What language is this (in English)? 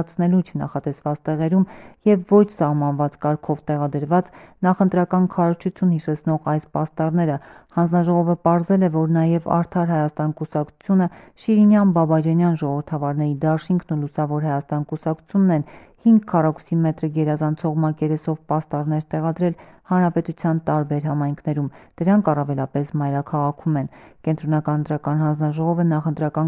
Armenian